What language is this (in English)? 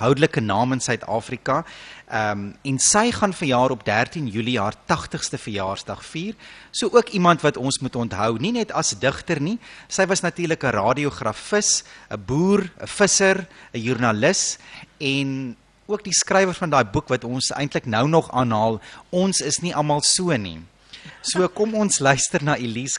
Afrikaans